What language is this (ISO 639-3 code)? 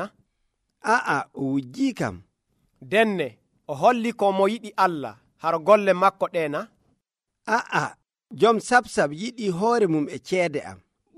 fuv